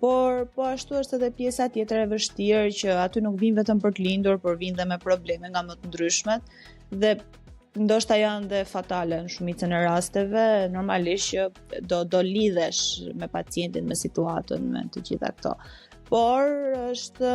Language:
Albanian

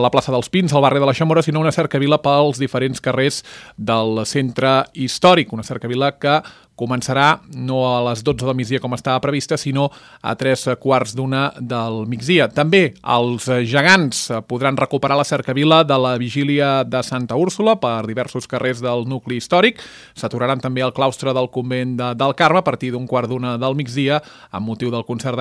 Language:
Catalan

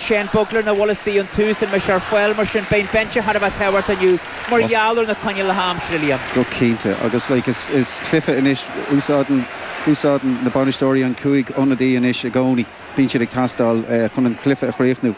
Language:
Irish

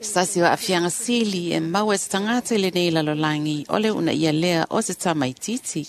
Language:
Samoan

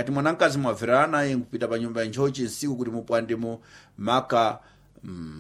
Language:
Sena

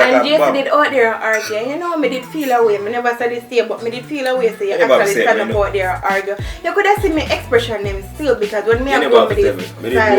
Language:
Jamaican Creole English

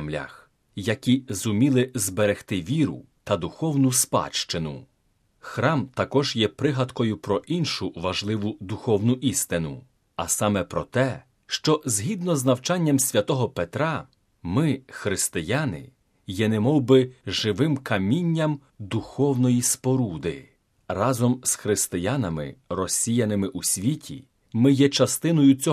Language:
Ukrainian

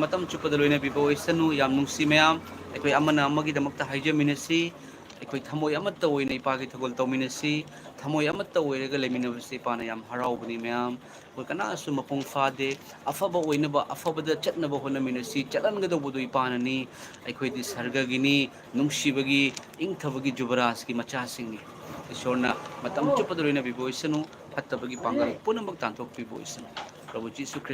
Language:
Manipuri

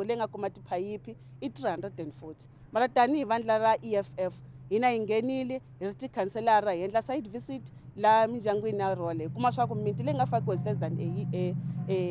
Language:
Tsonga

